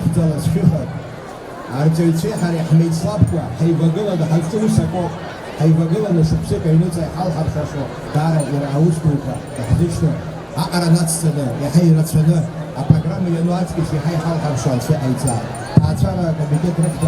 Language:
Abkhazian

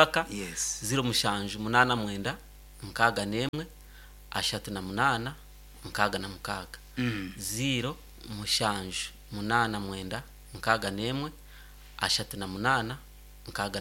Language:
Nyankole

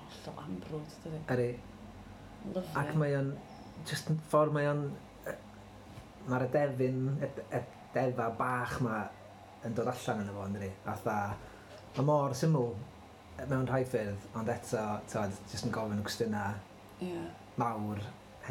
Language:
Welsh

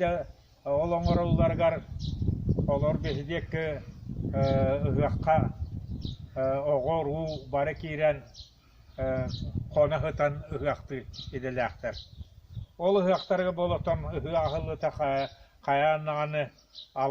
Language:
Yakut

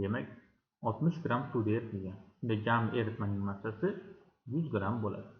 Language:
Uzbek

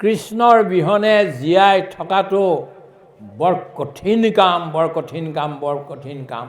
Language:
Assamese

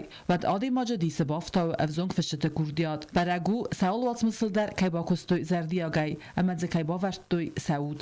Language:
Ossetic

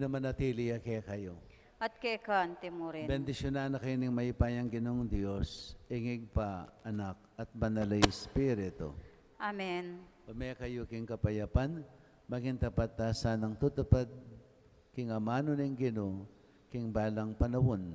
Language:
Pampanga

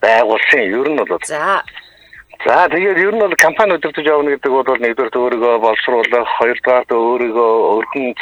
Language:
Mongolian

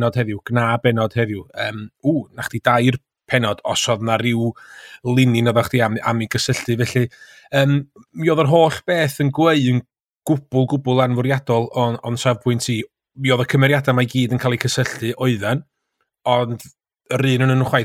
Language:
Welsh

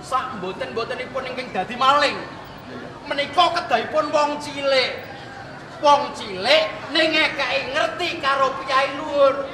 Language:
Javanese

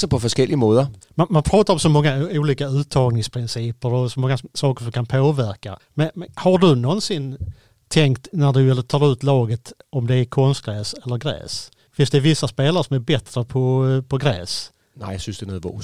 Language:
Danish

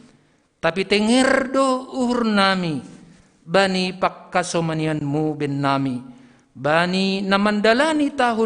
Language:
Batak Simalungun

